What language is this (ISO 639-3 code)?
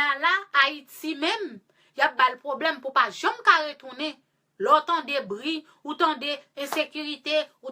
hat